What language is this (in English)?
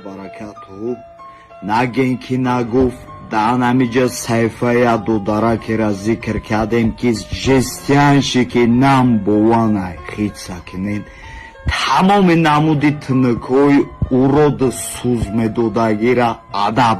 Tajik